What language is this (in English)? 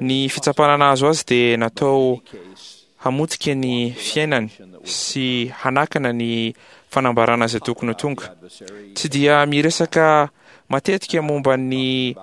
Malagasy